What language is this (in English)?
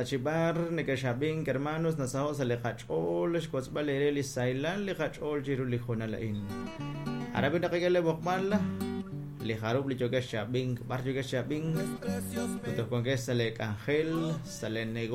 Kekchí